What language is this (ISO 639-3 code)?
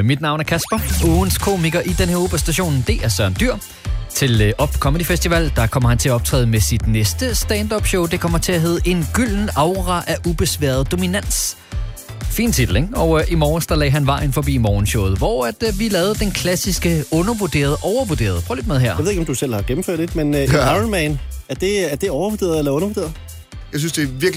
dan